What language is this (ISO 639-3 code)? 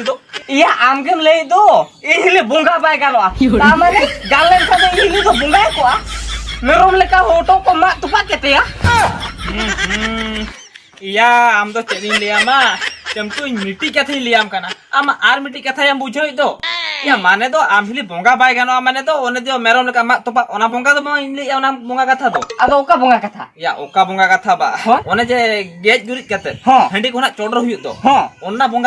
sat